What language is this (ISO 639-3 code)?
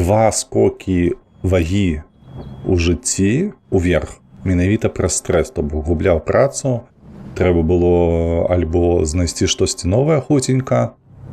bel